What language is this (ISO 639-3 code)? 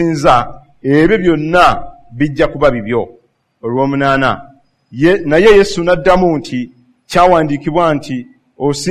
lug